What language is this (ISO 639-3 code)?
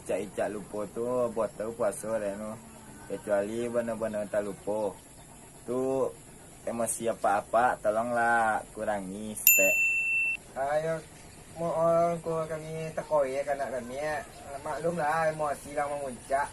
min